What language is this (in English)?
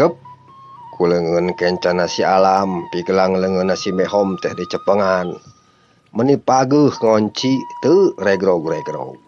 Sundanese